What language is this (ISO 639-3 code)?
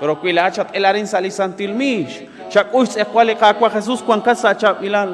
kek